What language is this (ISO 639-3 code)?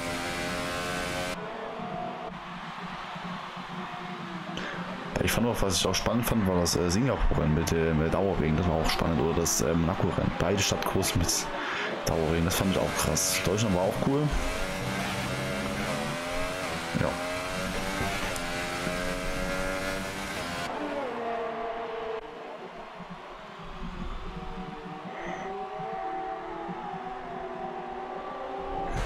deu